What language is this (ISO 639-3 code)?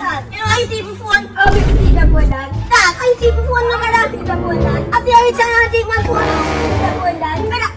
jam